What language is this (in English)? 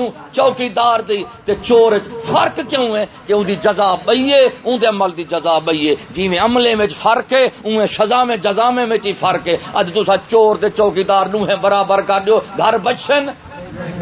Saraiki